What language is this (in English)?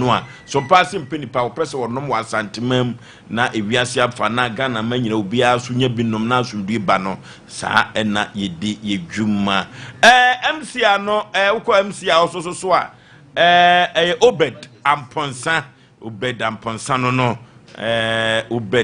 Akan